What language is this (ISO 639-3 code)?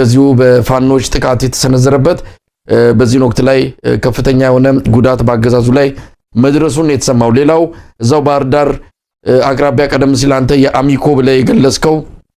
amh